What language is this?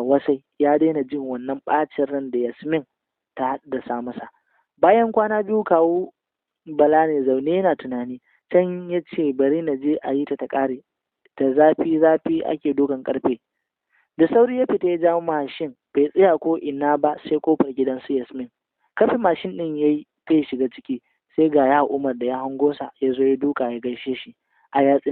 Hausa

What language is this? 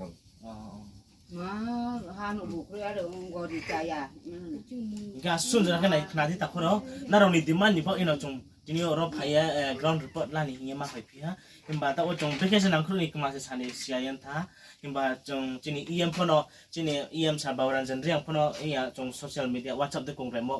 Riang (India)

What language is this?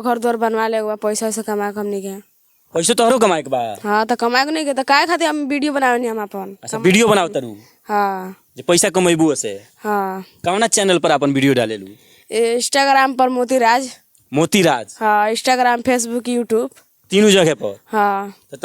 Bhojpuri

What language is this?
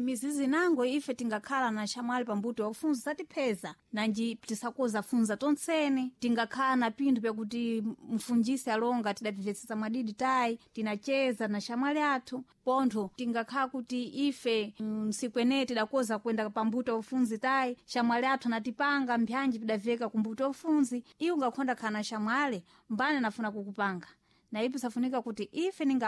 Sena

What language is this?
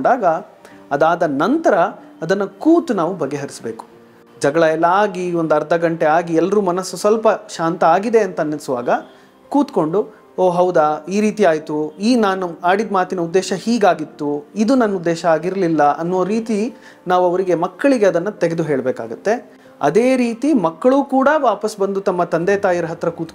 Kannada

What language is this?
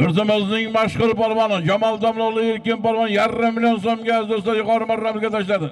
Uzbek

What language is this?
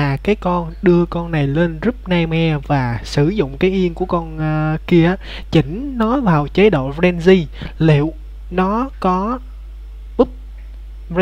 Vietnamese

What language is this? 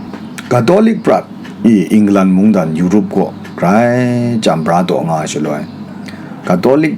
Kachin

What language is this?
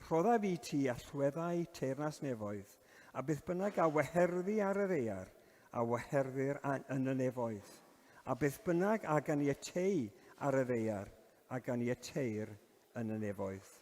Welsh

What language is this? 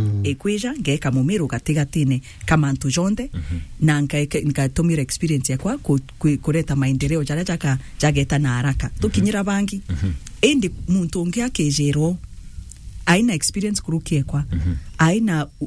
Meru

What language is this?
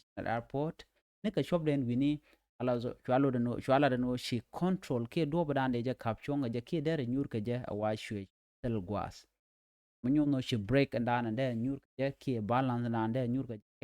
Nuer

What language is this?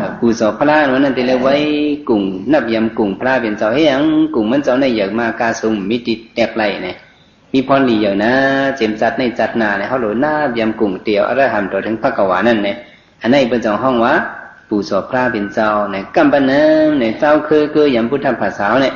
Shan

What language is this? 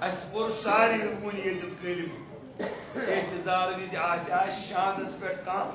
Kashmiri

